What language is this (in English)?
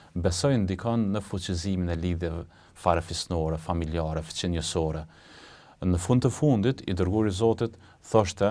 Albanian